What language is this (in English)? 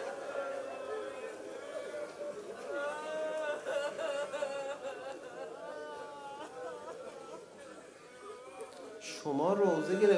Persian